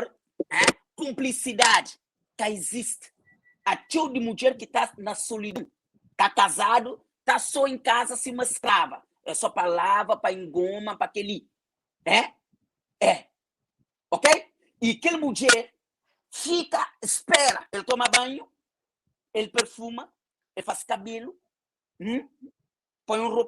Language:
Kabuverdianu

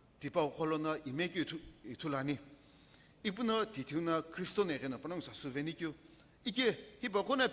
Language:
Sumi Naga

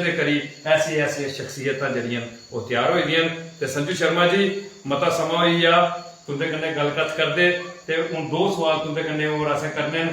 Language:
Dogri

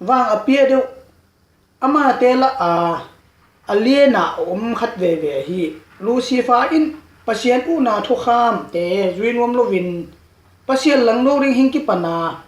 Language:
Tedim Chin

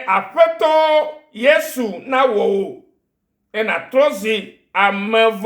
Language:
Ewe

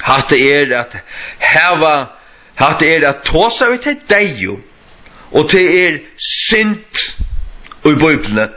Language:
Faroese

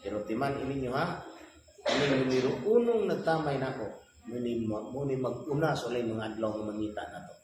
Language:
Cebuano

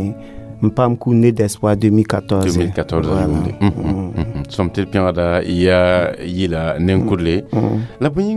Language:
Mossi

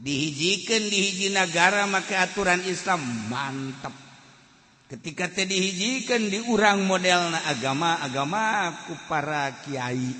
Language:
Sundanese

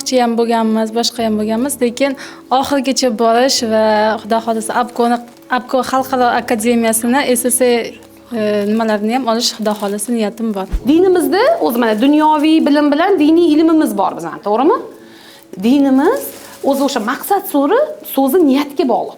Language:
Uzbek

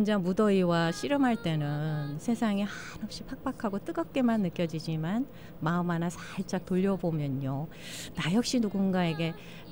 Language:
Korean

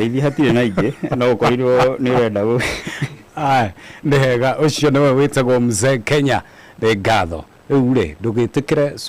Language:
Kikuyu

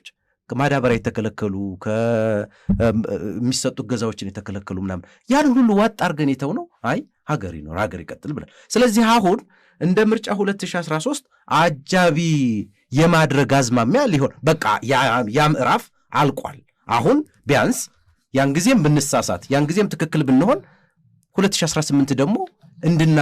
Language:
Amharic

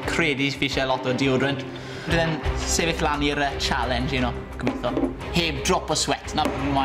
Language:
Welsh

